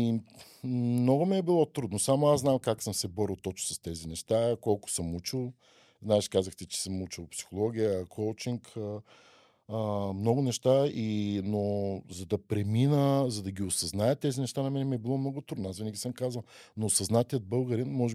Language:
Bulgarian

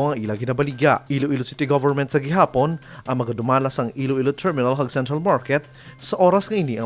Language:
Hiligaynon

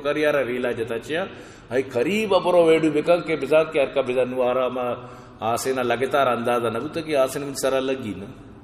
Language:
Eastern Balochi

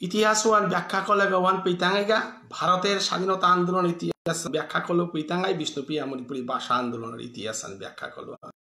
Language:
Bishnupriya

